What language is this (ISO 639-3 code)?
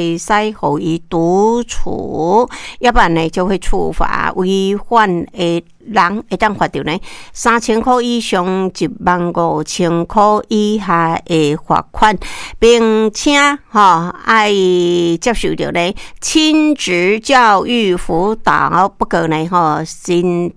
nan